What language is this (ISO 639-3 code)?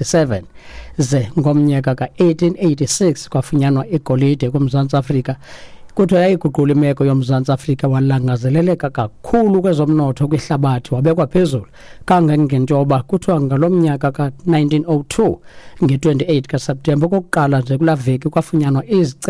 xho